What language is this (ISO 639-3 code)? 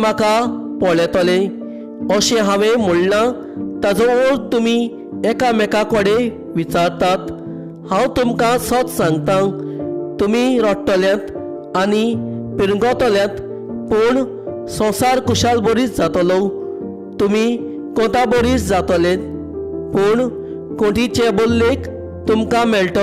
kok